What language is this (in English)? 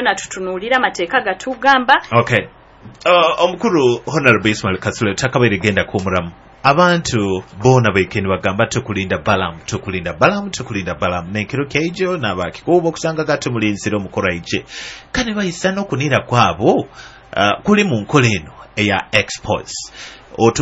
Nyoro